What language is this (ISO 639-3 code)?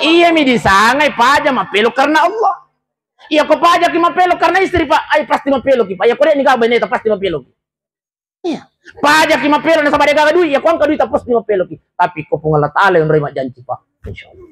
bug